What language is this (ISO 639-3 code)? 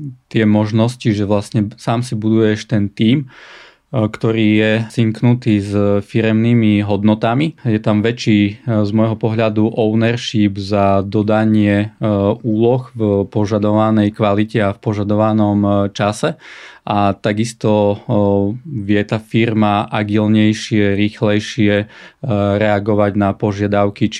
slk